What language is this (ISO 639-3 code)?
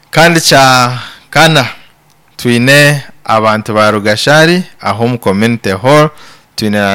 nyn